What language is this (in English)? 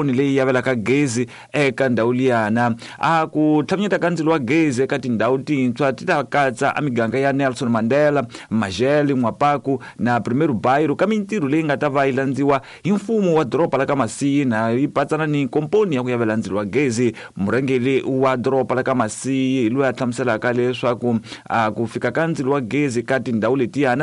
Tsonga